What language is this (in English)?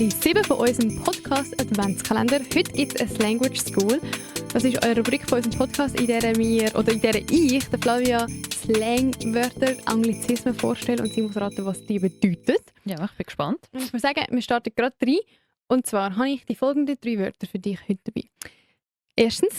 Swiss German